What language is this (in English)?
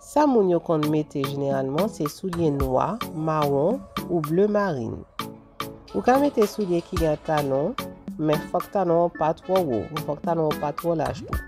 Haitian Creole